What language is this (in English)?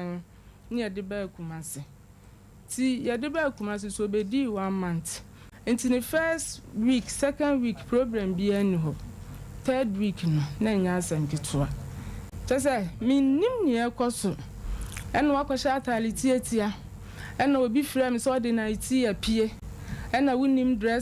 Akan